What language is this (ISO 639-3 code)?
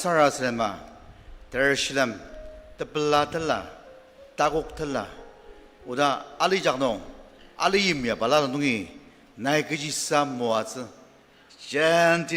njo